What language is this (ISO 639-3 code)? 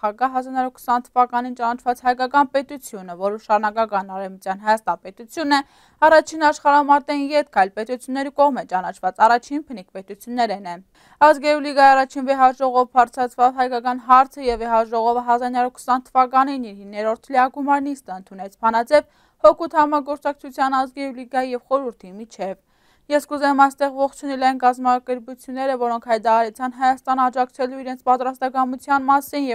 hye